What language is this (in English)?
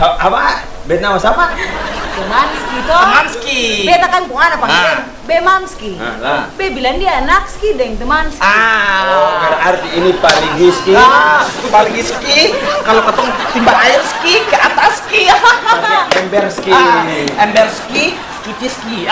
Ambonese Malay